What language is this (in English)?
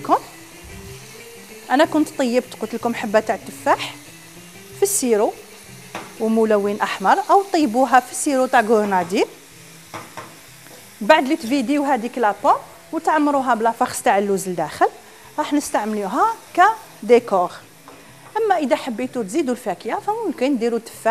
Algerian Arabic